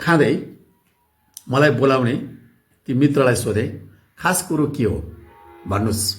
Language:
Nepali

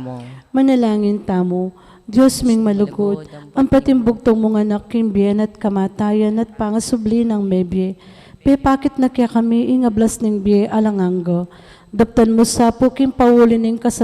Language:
Pampanga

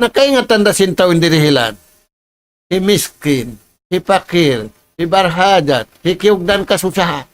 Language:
Tausug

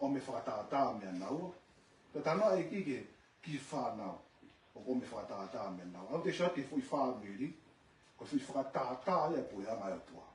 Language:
Tongan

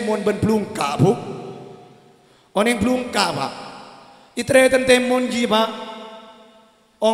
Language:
Madurese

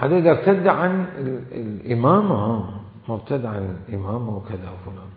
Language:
Mesopotamian Arabic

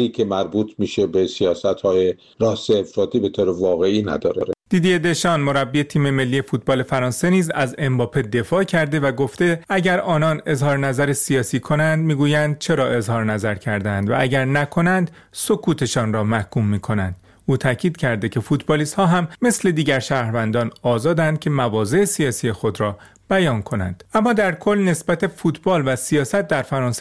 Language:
Persian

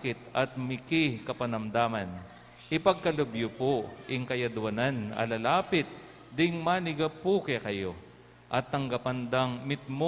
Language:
Pampanga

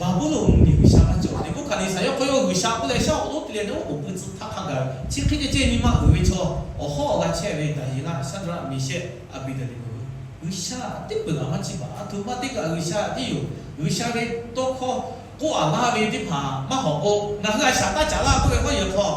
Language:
Lahu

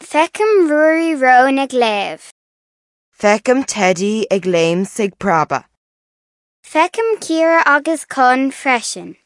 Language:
Irish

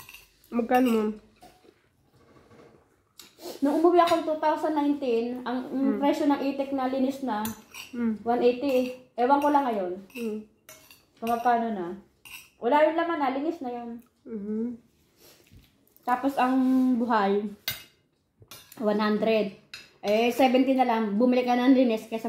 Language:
Filipino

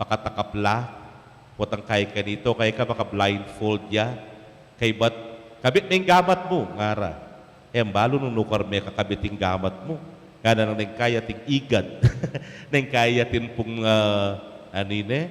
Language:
Pampanga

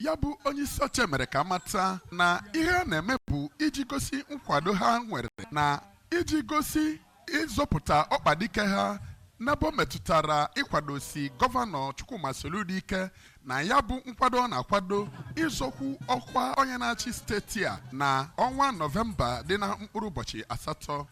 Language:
Igbo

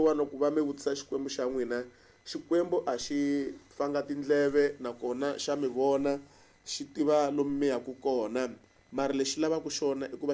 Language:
Tsonga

